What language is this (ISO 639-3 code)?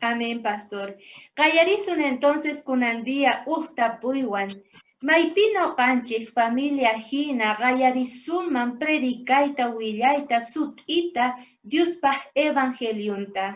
quh